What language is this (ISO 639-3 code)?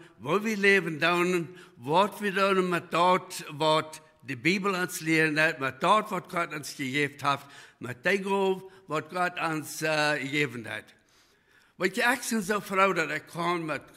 pdt